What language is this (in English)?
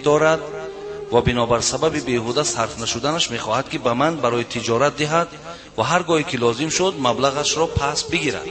Tajik